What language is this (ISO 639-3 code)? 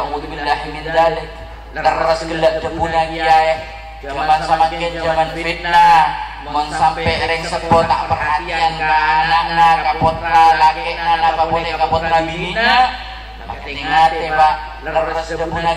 mad